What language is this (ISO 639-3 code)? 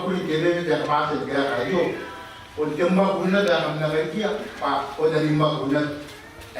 gil